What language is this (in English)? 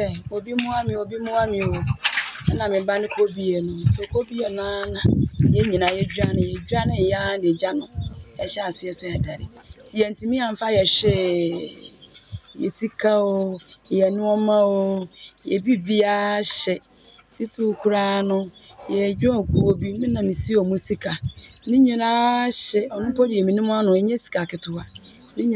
Akan